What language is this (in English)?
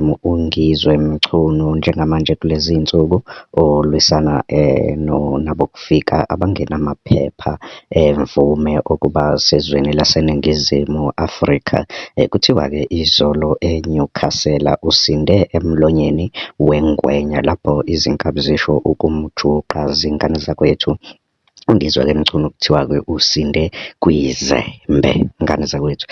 Zulu